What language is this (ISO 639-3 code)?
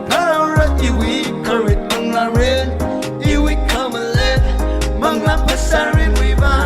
nmf